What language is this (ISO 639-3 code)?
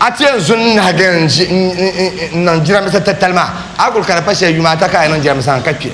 dag